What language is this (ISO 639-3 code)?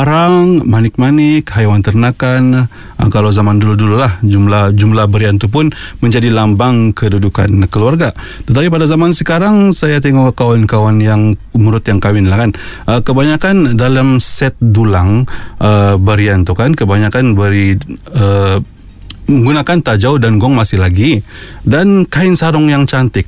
msa